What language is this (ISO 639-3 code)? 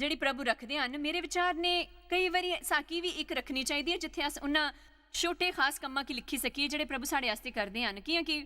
doi